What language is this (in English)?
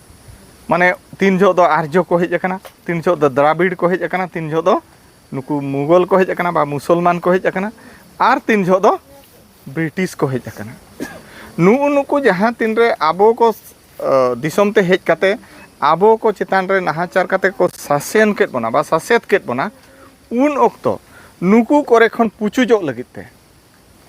Santali